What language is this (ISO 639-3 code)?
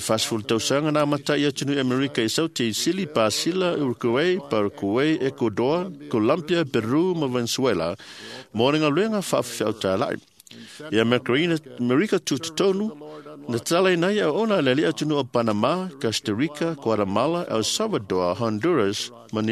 smo